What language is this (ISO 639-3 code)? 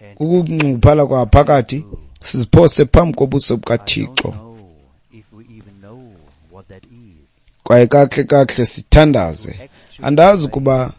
xho